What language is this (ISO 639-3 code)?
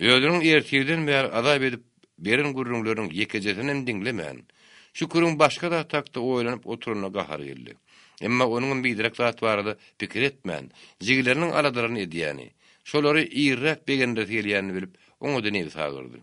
tuk